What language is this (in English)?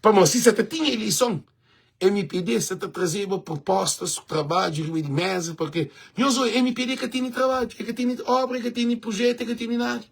Kabuverdianu